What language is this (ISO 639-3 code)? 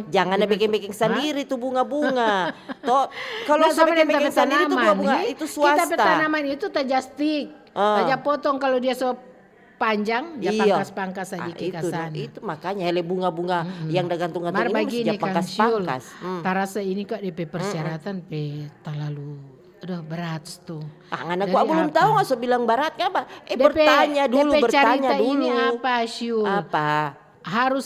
xmm